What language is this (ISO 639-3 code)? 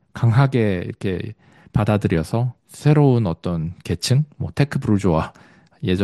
kor